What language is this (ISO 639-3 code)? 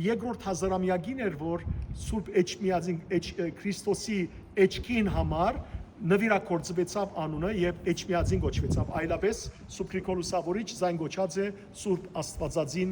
hyw